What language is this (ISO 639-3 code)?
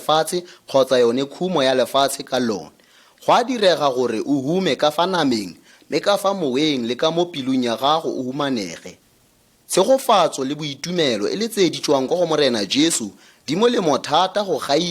tsn